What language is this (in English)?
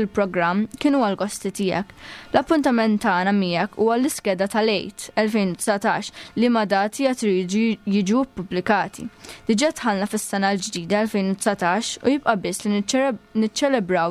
Maltese